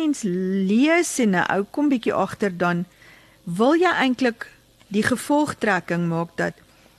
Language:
Afrikaans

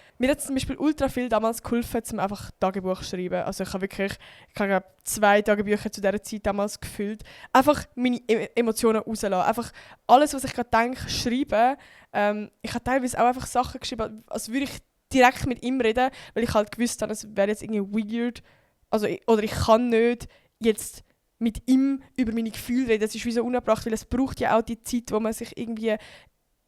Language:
Swiss German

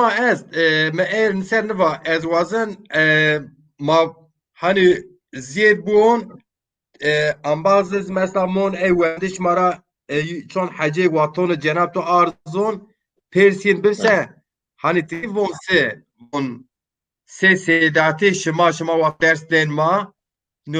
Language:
Zaza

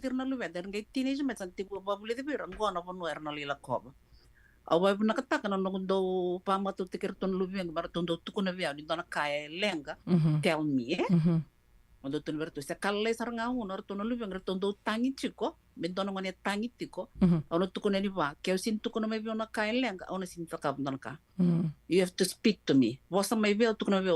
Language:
Fijian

